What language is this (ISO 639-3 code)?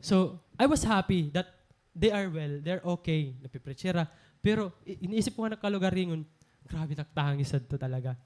war